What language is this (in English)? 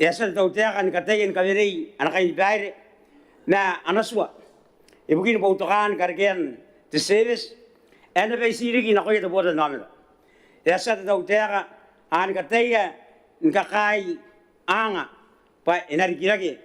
Gilbertese